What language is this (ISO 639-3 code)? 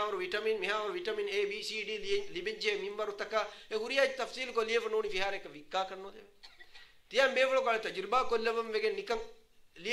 div